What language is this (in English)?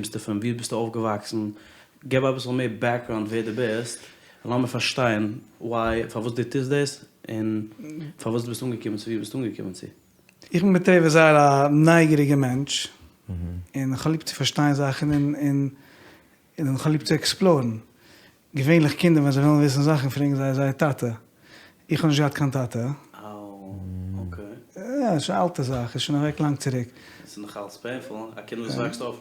Yiddish